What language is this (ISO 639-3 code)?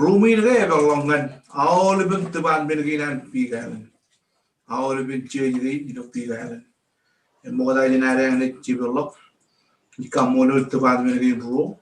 mah